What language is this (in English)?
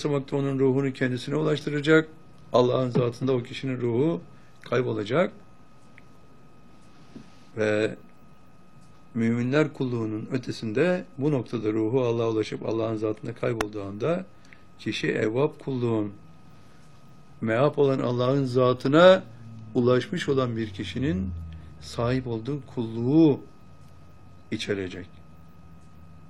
Turkish